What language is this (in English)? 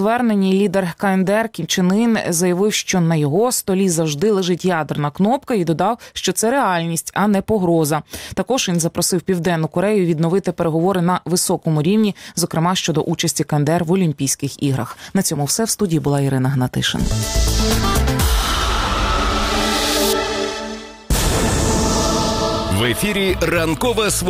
Ukrainian